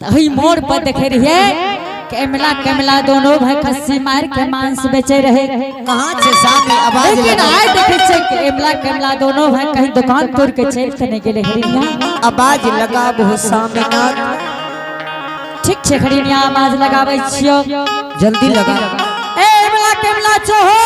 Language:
Angika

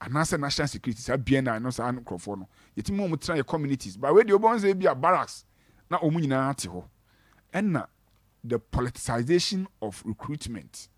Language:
Akan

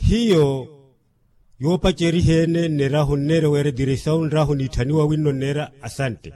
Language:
Makhuwa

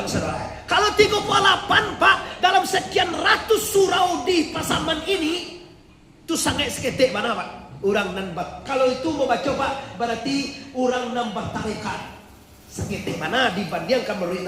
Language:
Minangkabau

